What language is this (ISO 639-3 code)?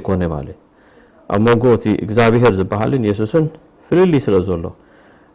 tir